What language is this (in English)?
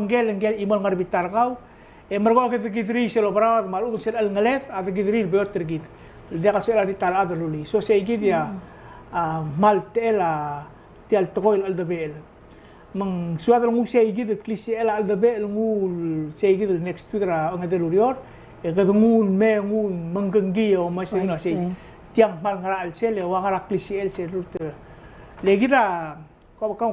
Palauan